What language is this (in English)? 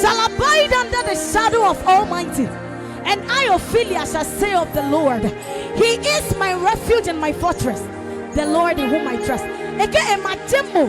Adangme